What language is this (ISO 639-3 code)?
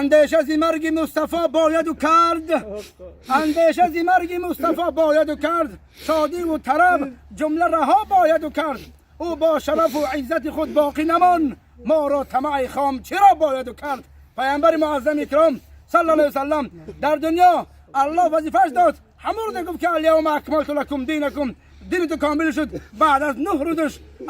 tgk